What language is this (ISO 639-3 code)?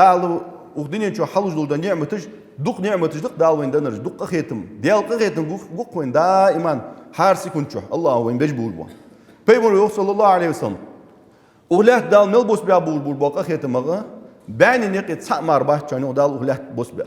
inh